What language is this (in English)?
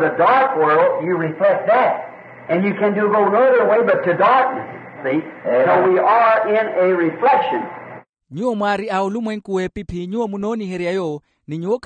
Makhuwa